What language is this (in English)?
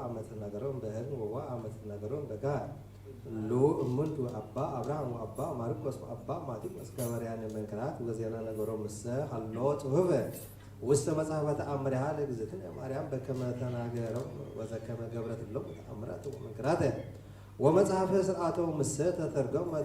Geez